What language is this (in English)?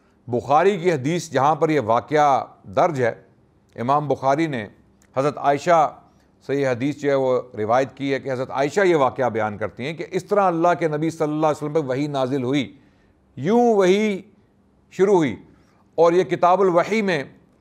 Urdu